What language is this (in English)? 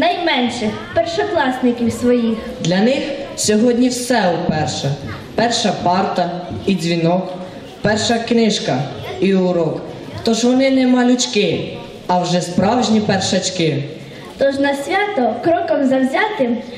Ukrainian